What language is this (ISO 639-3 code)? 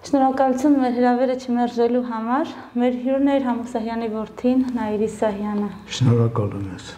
hye